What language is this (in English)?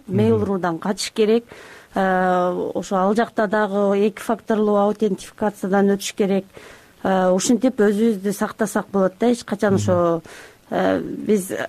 Kyrgyz